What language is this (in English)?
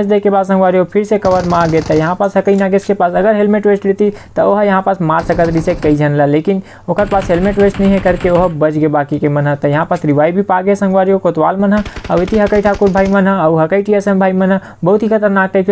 Chhattisgarhi